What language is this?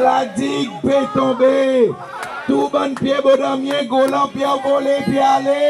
Seselwa Creole French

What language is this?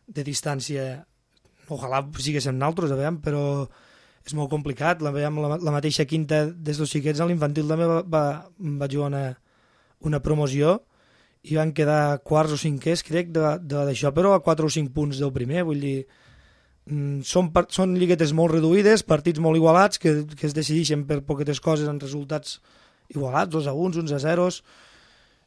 Catalan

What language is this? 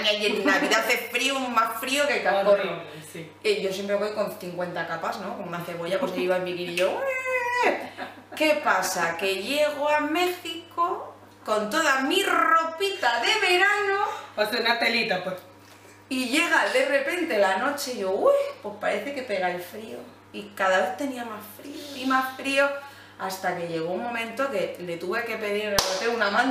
Spanish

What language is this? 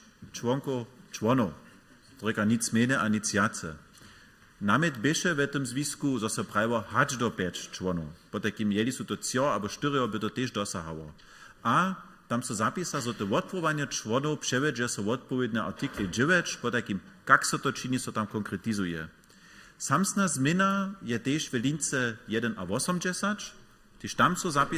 Upper Sorbian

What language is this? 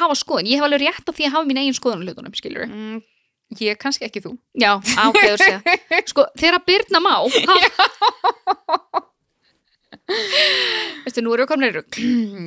Icelandic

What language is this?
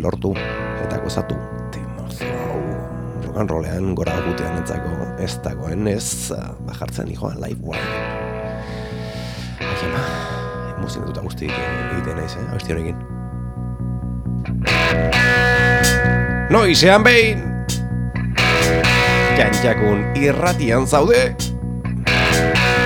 Basque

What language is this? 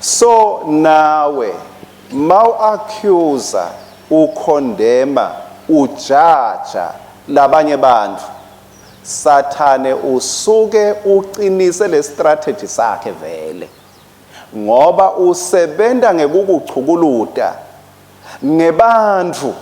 Swati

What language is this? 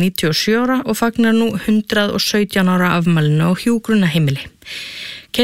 Icelandic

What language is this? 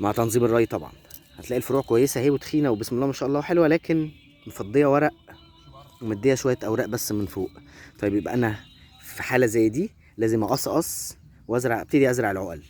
Egyptian Arabic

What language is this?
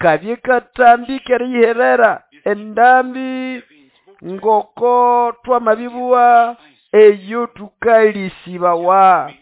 Nande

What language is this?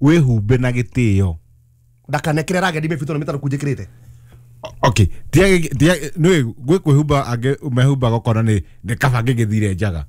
Kikuyu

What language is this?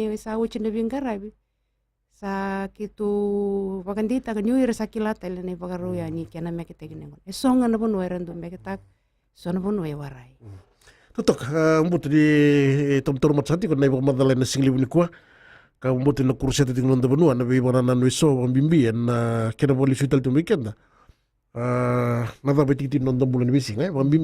Fijian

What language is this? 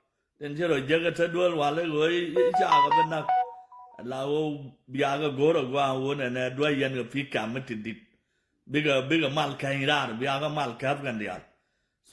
Nuer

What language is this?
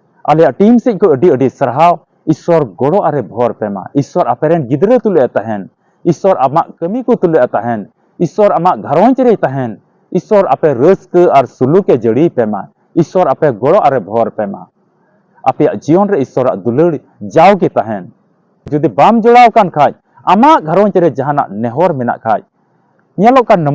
Santali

